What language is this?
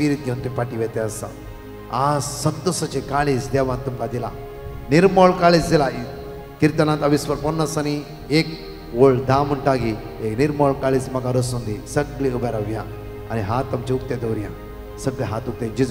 Konkani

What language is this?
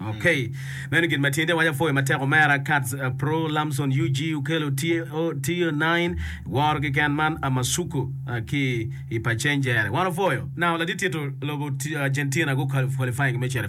Acoli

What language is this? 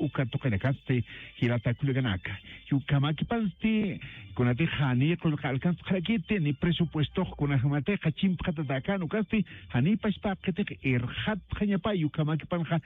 Aymara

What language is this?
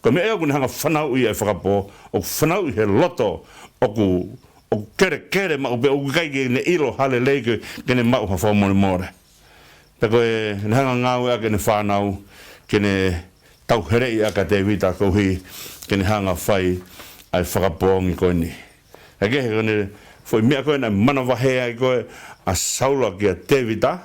Tongan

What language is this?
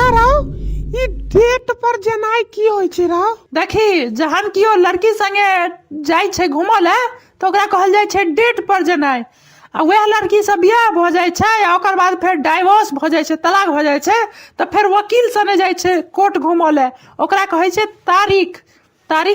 Maithili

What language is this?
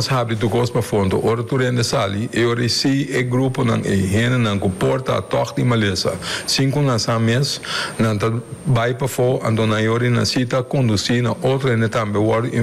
Papiamento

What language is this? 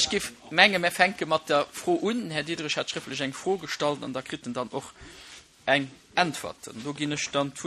Luxembourgish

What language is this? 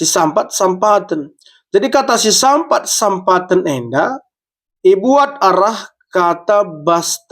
Batak Karo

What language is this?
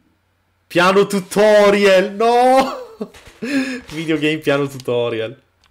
Italian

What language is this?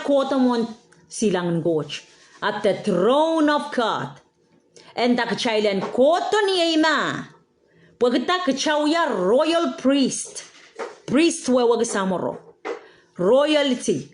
Pohnpeian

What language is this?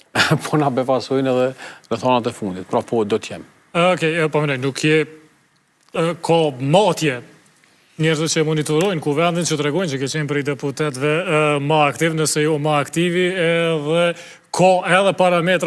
Albanian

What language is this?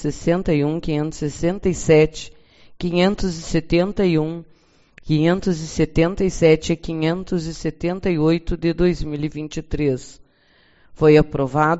Portuguese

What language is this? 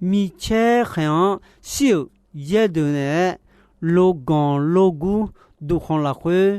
Akha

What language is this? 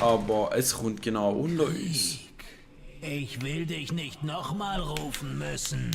Swiss German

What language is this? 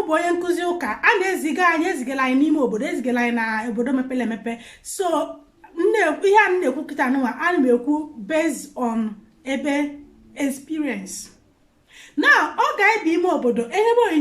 Igbo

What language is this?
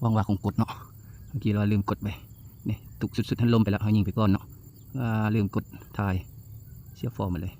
Lao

